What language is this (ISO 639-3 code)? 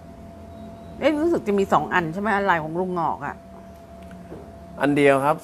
tha